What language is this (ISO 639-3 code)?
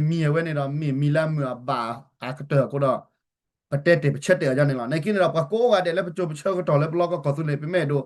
ksw